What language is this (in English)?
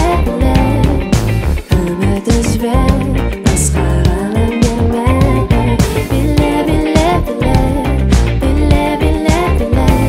Kazakh